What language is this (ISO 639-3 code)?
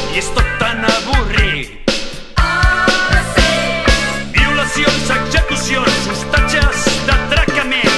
cat